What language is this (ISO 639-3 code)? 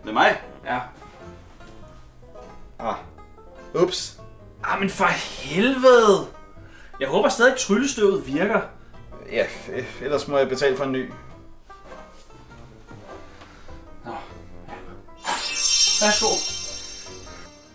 dan